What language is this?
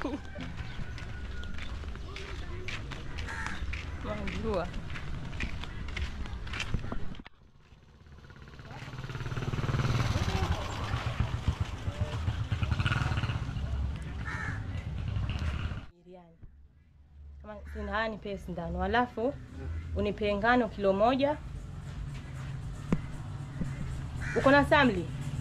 Swahili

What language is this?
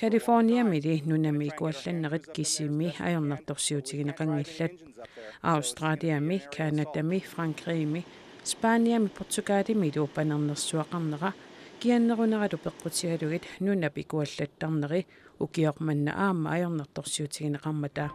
Kalaallisut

